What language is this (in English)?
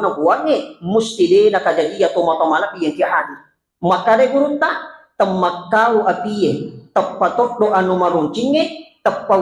Buginese